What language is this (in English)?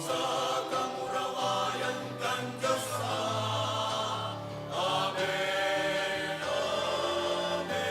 Bikol